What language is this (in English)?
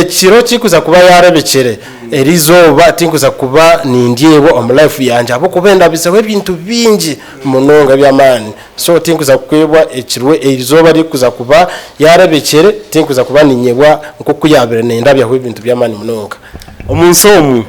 Nyankole